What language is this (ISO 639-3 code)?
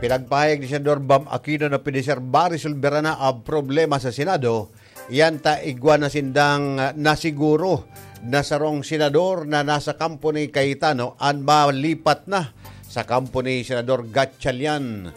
bik